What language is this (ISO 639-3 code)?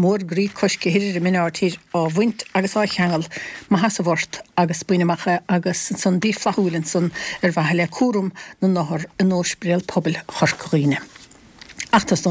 gle